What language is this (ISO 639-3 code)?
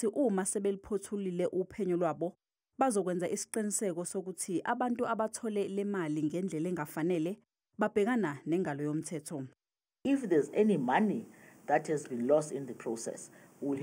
zul